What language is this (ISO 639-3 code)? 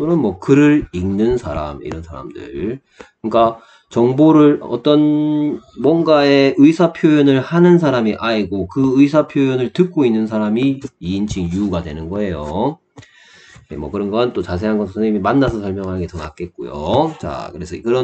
kor